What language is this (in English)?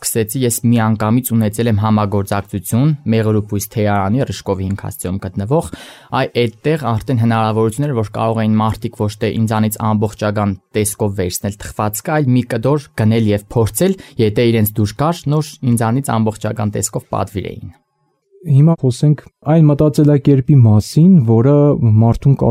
Armenian